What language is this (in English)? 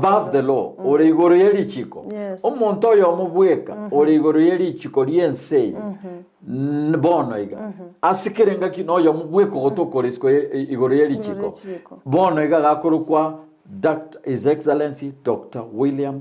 Gusii